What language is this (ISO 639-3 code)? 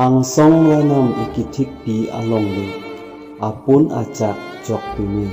mjw